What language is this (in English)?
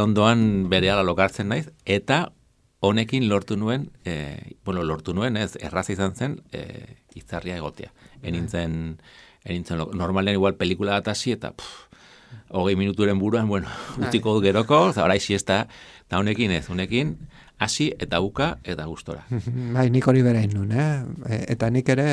Basque